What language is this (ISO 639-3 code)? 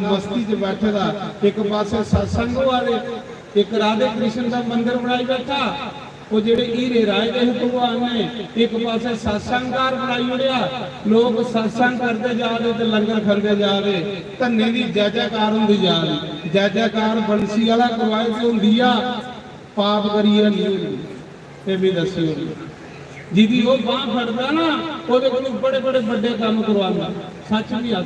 doi